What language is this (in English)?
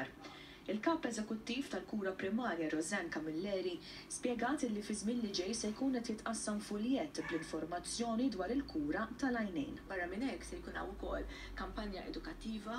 Maltese